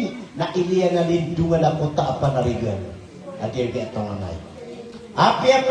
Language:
Maranao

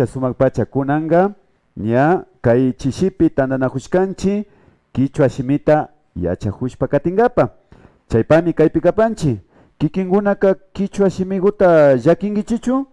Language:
Imbabura Highland Quichua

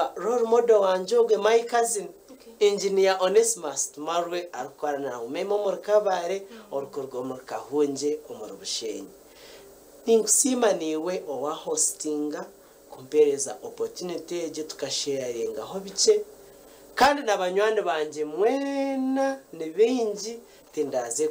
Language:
Nyankole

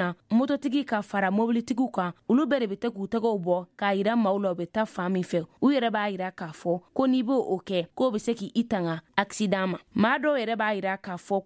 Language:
Bambara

